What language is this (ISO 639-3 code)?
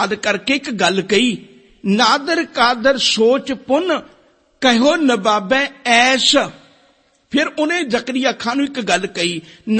pan